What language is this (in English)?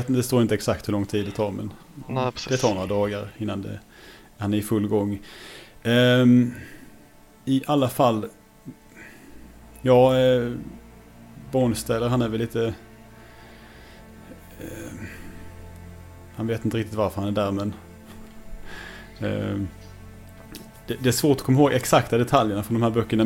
Swedish